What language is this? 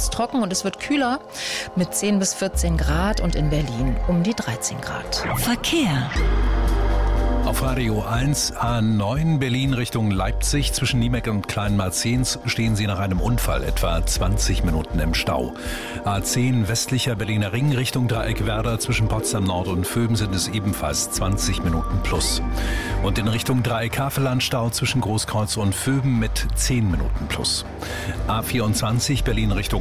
German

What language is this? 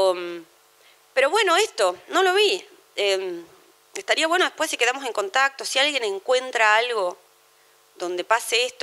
Spanish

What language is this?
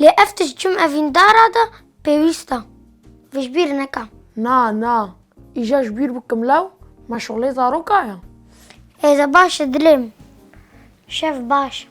Kurdish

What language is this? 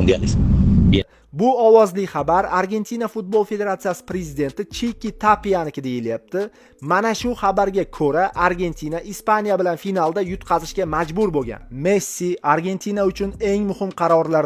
Uzbek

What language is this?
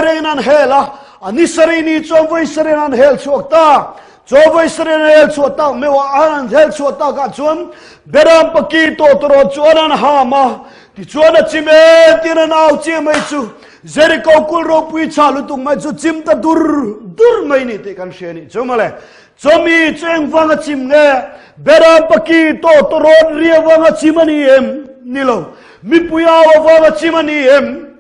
Mizo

